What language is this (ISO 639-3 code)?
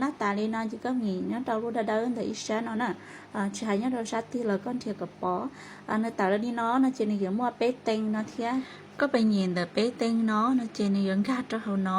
hmn